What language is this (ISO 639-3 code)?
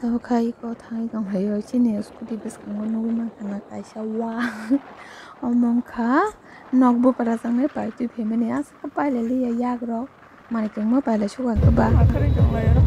trp